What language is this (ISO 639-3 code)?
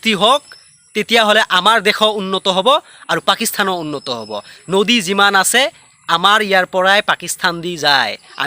asm